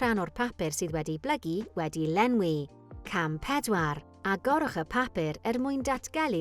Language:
Welsh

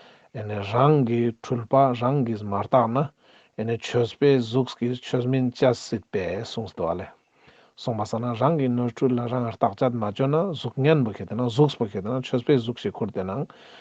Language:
Ladakhi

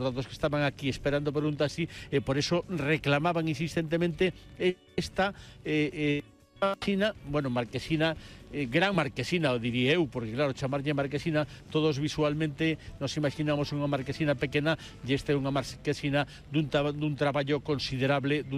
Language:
Galician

